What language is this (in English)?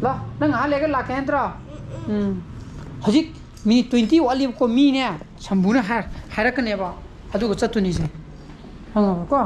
Manipuri